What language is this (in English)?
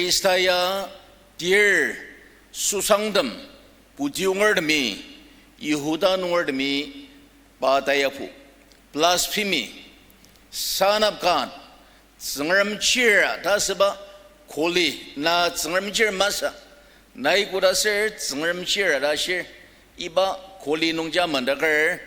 Ao Naga